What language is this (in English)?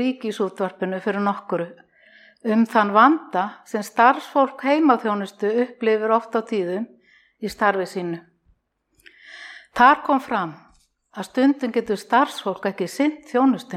Icelandic